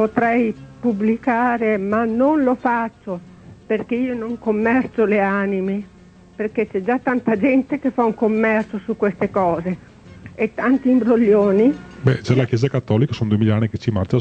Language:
Italian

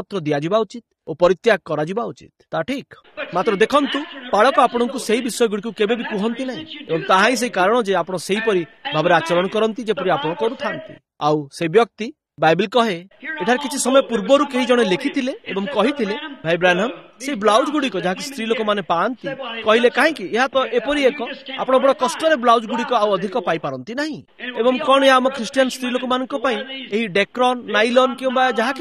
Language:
Odia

